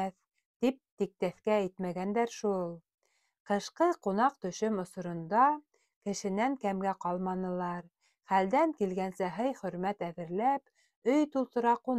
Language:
Bashkir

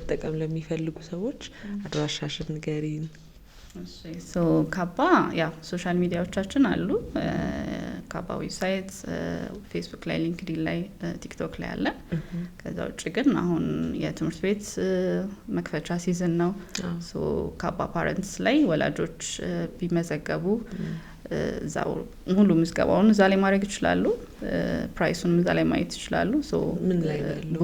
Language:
Amharic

